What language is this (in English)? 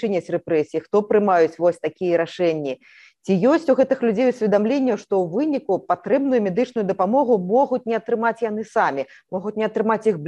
Belarusian